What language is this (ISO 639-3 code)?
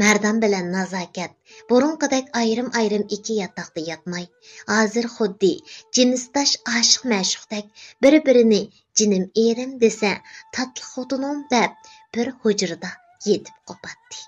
uig